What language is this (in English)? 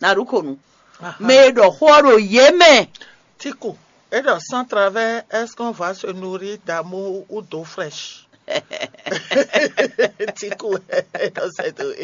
Fon